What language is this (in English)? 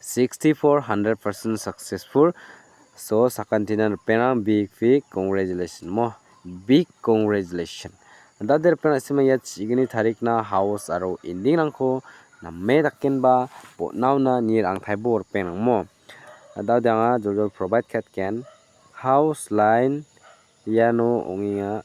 Garo